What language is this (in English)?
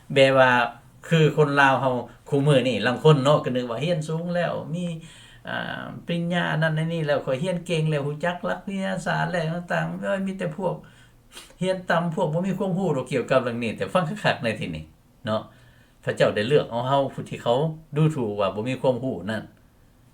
Lao